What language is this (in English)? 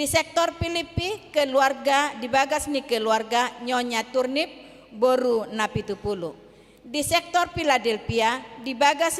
Batak Toba